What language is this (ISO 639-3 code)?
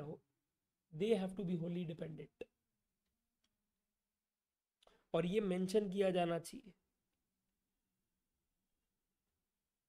hin